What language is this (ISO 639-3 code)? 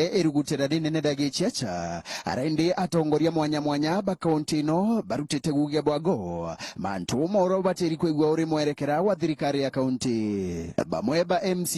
mer